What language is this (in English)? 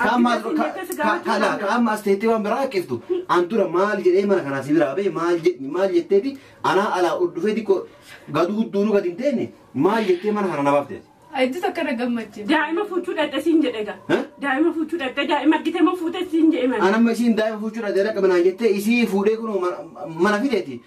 Oromo